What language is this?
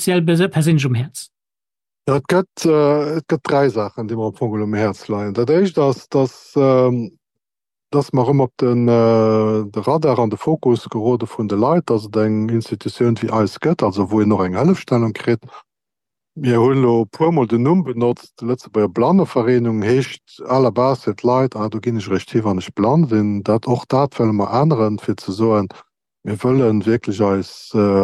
Luxembourgish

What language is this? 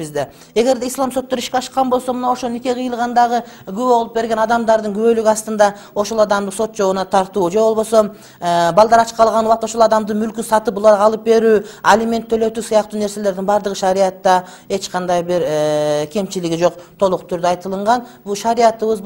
Kyrgyz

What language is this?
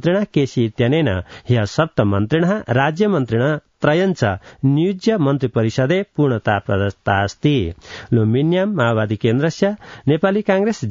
Sanskrit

